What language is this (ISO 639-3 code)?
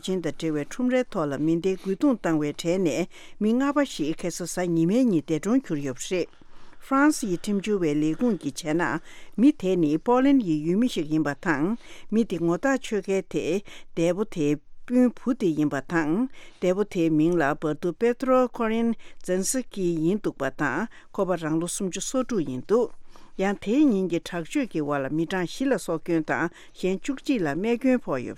bod